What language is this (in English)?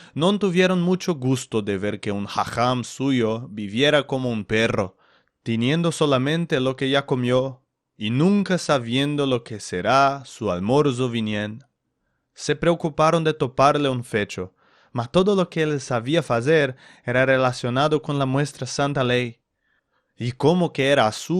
Ladino